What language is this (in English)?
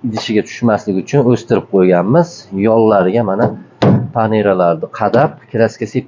Uzbek